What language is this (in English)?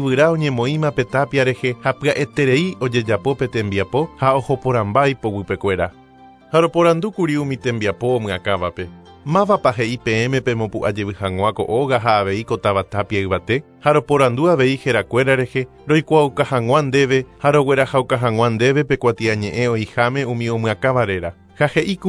Guarani